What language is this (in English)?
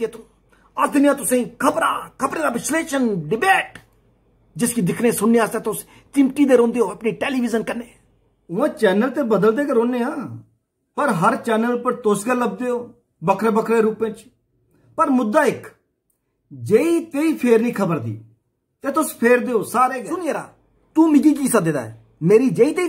Dogri